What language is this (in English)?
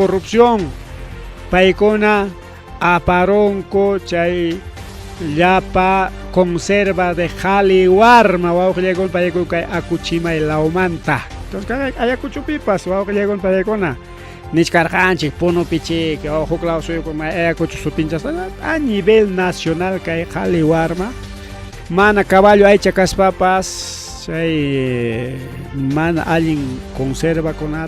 Ayacucho Quechua